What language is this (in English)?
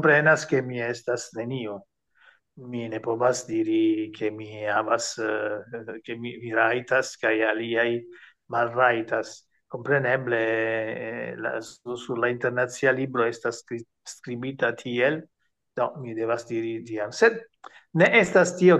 Esperanto